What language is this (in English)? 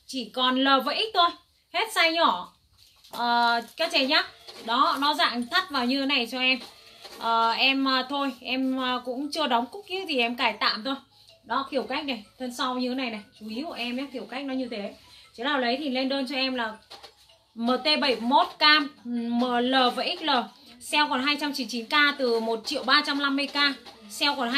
Vietnamese